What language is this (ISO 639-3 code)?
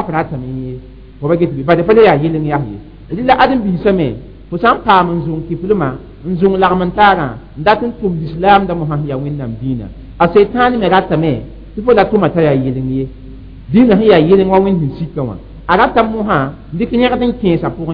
mos